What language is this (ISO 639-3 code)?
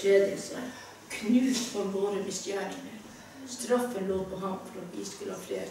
nor